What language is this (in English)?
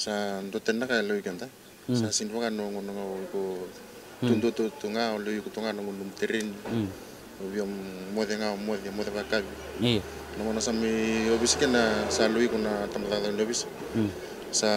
Fijian